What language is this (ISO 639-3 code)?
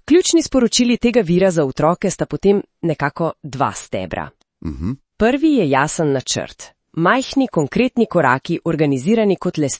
slv